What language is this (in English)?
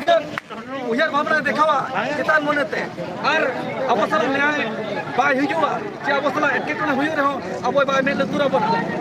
Santali